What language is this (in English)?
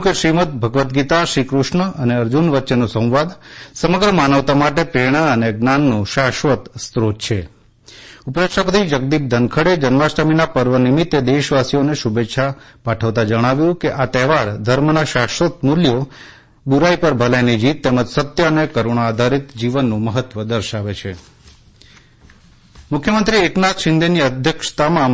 Gujarati